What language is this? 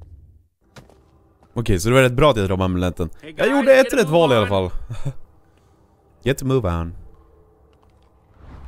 Swedish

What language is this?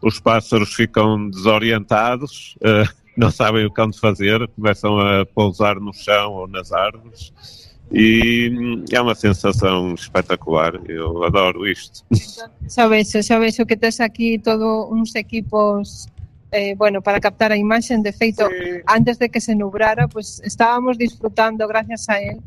Galician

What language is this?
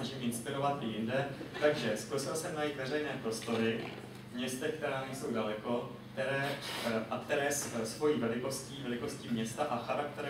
Czech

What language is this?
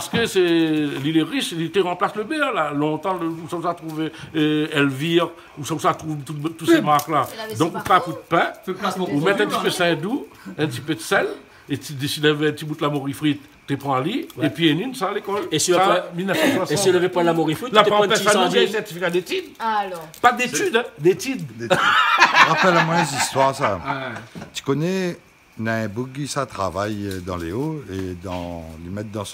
Réunion Creole French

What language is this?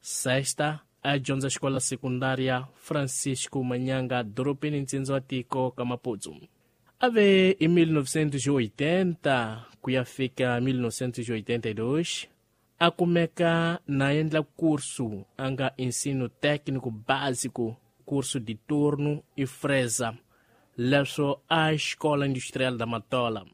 Tsonga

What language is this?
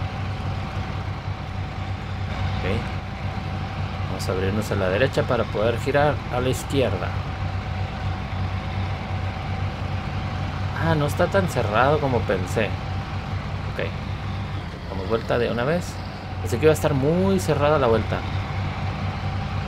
Spanish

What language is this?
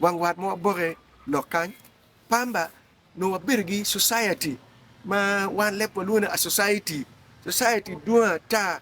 Acoli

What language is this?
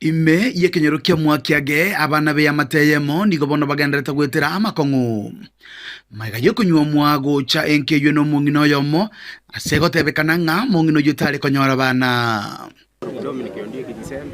Gusii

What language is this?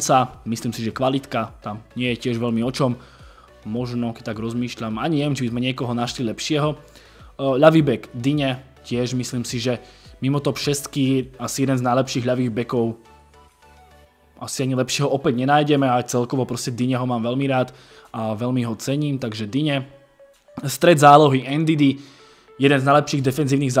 Slovak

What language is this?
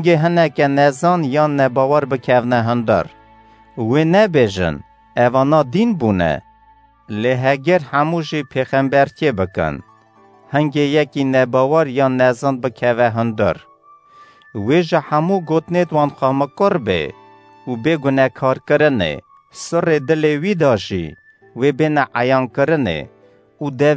Kurdish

